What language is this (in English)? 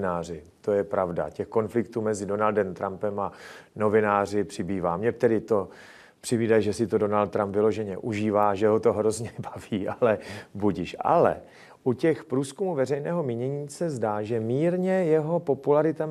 Czech